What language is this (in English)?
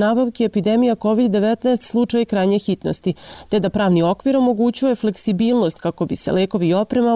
Serbian